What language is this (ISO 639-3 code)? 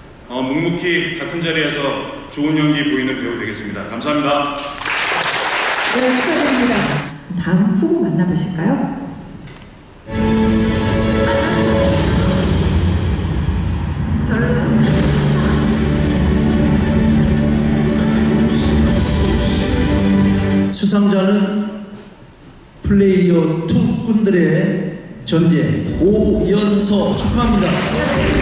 kor